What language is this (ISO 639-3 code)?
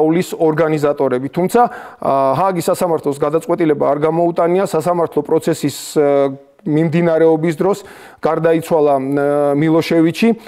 kat